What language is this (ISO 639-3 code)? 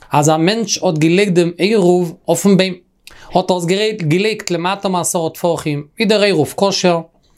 yid